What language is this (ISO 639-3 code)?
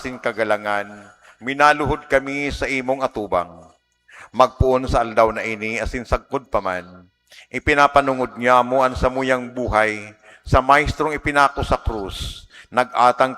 bik